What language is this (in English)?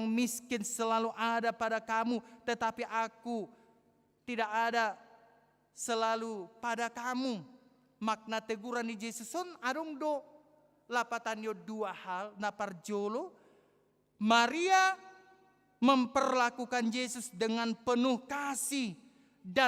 Batak Toba